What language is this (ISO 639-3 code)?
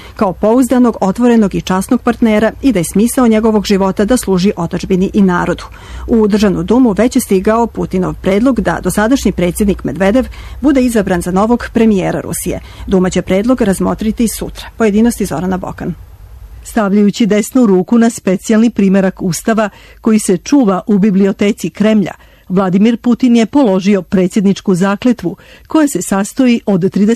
srp